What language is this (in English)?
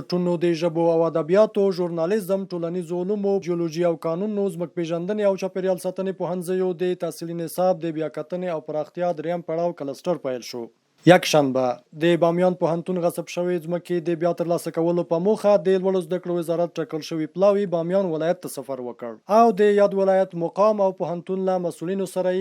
Pashto